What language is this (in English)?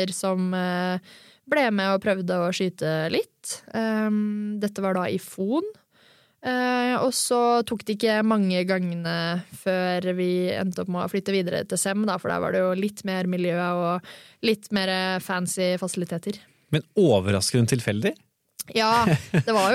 Norwegian